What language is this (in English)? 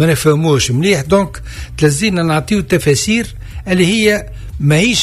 Tunisian Arabic